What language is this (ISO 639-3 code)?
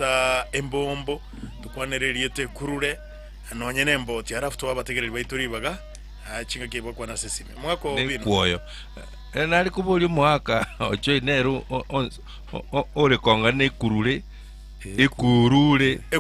guz